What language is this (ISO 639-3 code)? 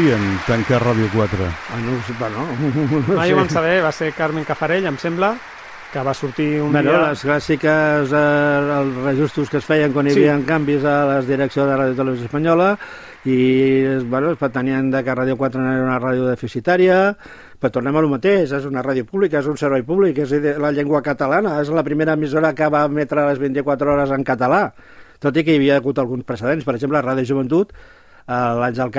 cat